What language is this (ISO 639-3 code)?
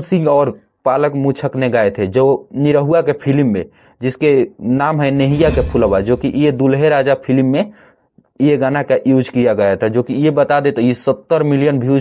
bho